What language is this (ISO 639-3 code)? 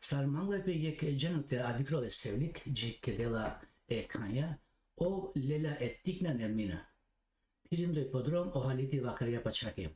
rmn